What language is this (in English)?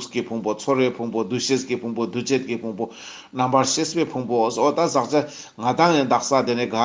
Ladakhi